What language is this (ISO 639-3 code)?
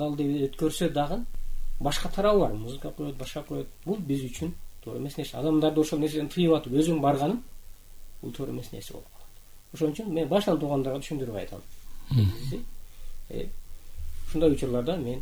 kir